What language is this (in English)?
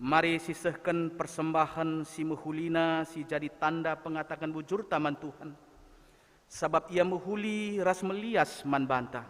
Batak Karo